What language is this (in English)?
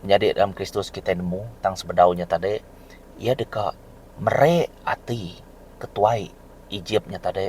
Iban